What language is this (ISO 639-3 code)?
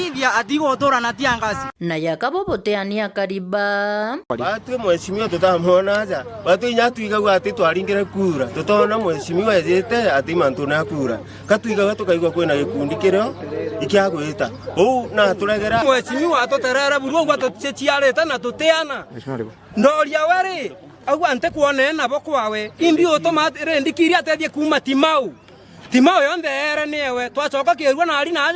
mer